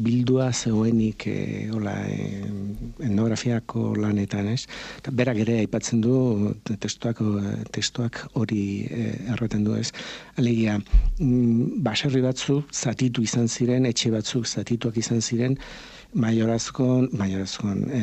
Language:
Basque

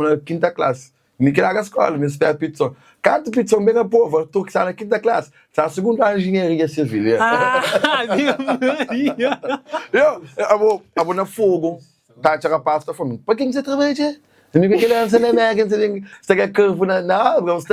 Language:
Kabuverdianu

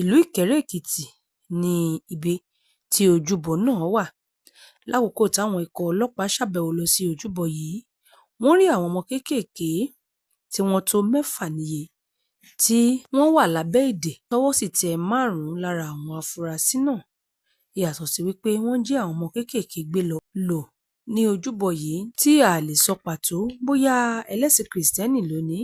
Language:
Yoruba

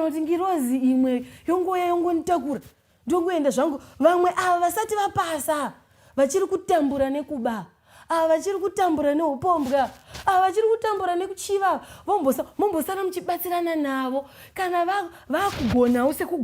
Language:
Shona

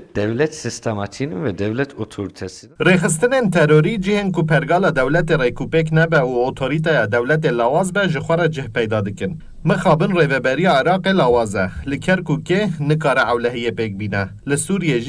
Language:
Kurdish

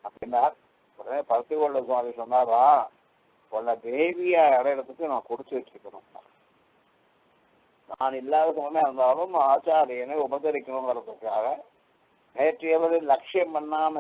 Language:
Tamil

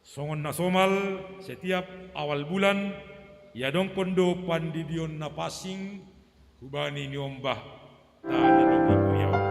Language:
Batak Simalungun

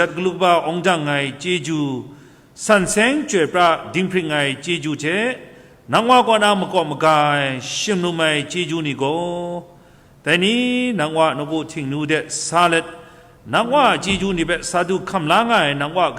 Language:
Kachin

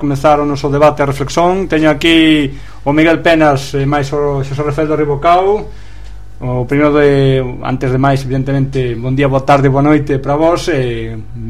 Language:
Galician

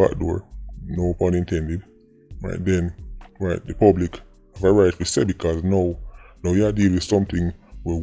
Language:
Jamaican Creole English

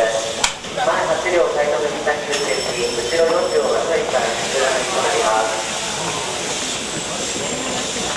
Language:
Japanese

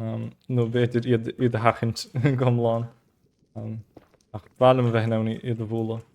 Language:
Irish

